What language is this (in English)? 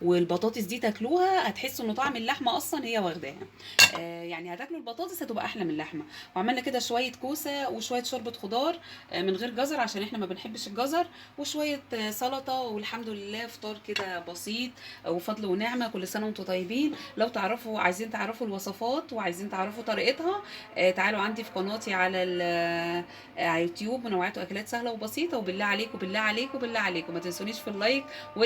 Egyptian Arabic